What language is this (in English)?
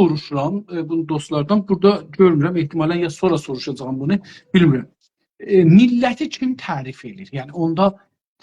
South Azerbaijani